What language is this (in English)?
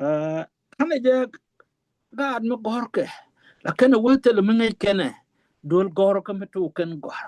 Nuer